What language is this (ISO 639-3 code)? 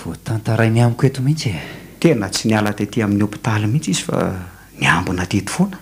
mlg